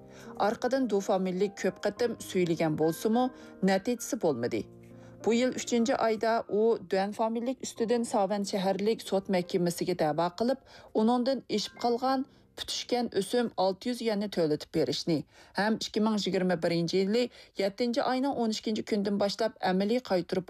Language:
Uyghur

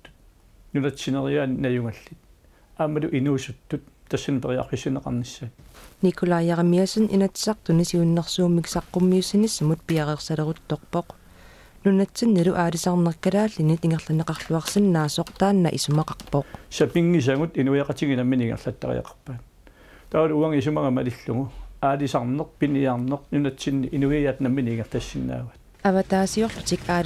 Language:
Kalaallisut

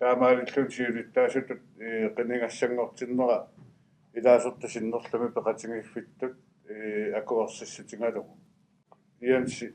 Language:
Kalaallisut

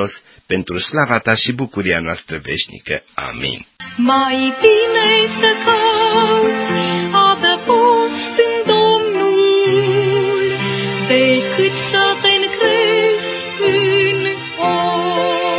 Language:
Romanian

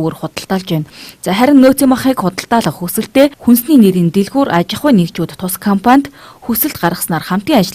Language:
Mongolian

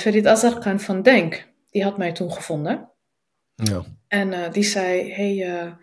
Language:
Dutch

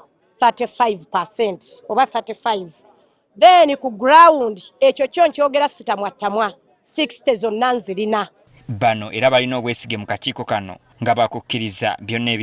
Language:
Ganda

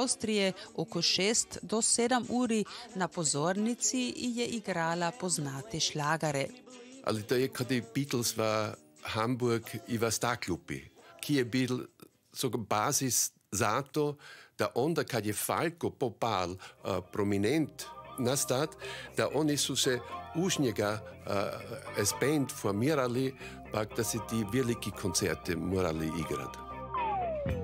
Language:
Croatian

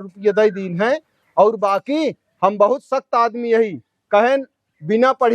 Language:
Awadhi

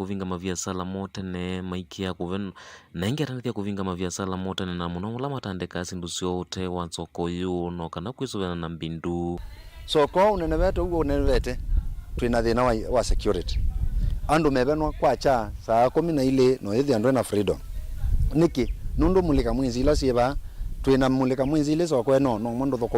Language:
Kamba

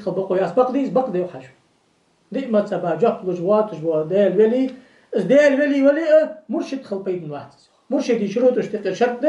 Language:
Ingush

